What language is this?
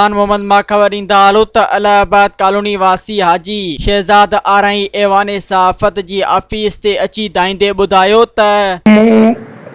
Sindhi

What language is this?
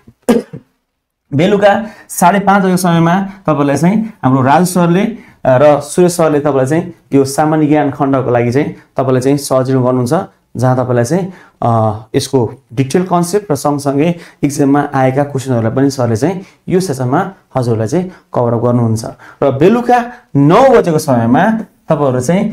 Nepali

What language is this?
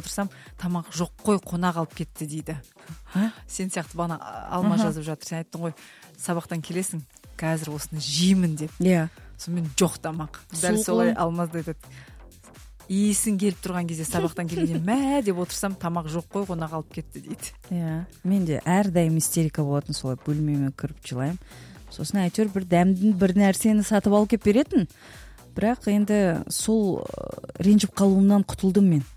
Kazakh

